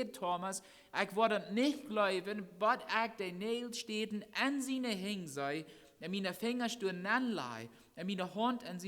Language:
Plautdietsch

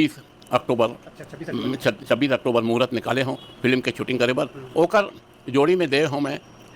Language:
Chhattisgarhi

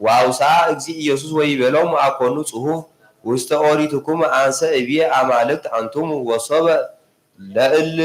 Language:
Geez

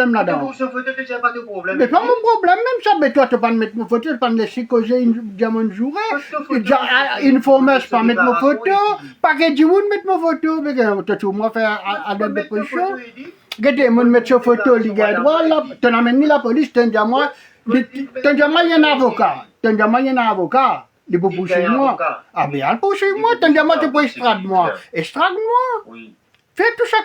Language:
Morisyen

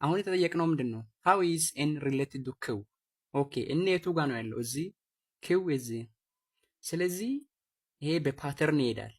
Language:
Amharic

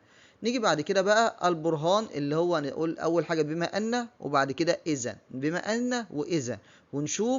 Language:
Egyptian Arabic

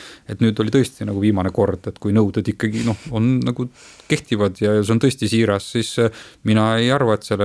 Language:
Estonian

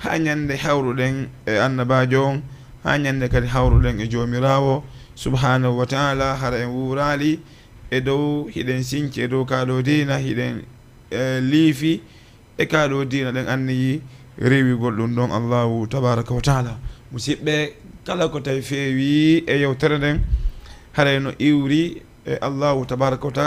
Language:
Fula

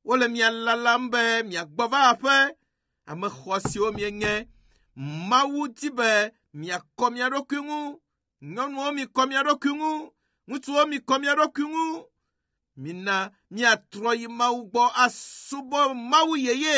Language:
Ewe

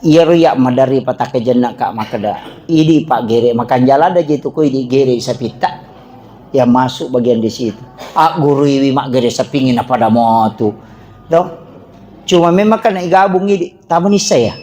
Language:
Buginese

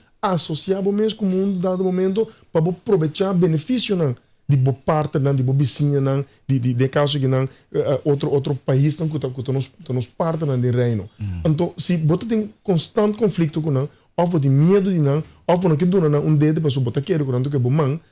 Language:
Papiamento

